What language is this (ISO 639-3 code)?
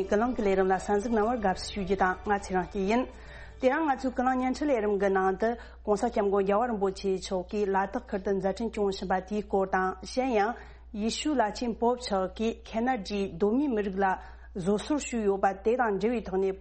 bod